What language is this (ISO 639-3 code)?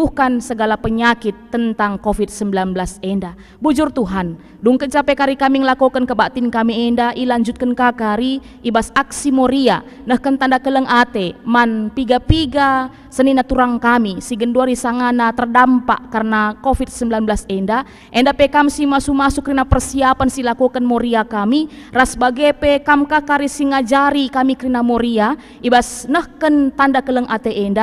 btx